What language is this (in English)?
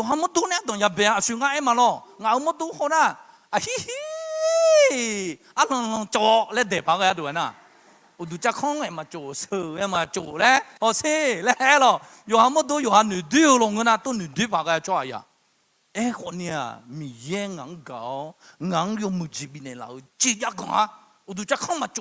Akha